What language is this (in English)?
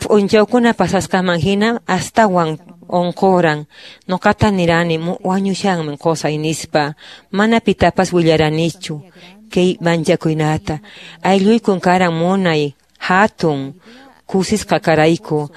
Quechua